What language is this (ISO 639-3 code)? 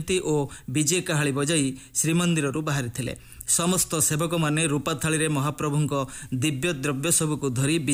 ori